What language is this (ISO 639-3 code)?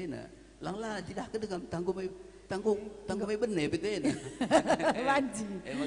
btx